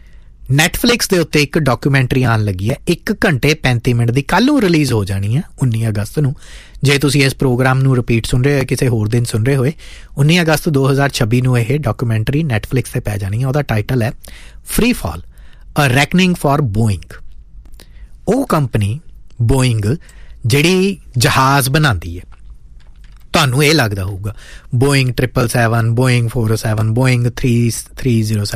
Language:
Punjabi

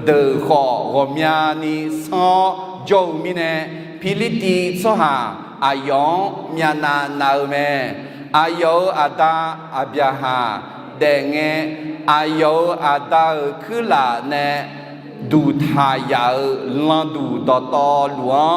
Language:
Akha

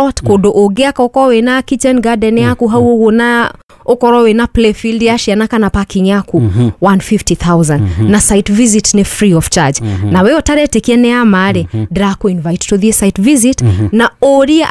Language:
Kikuyu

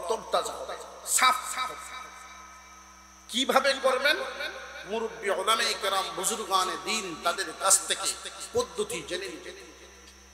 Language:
Bangla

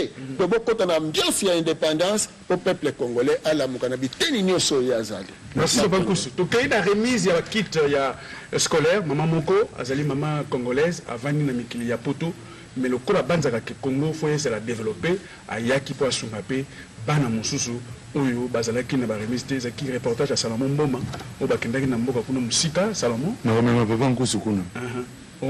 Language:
Lingala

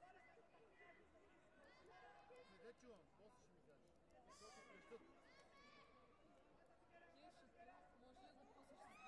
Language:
Bulgarian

